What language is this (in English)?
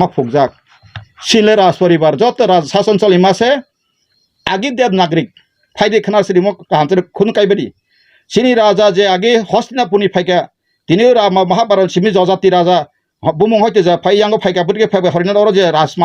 Kok Borok